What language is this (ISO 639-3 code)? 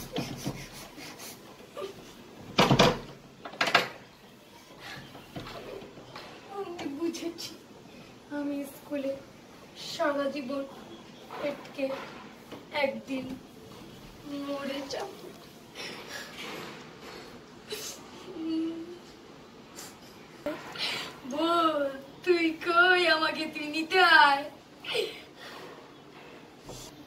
ben